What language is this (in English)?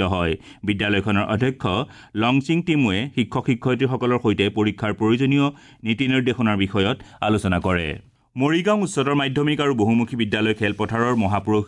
Assamese